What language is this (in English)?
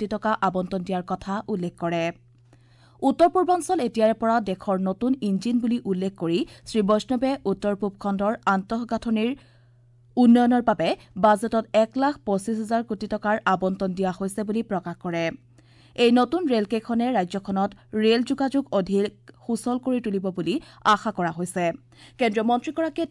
Assamese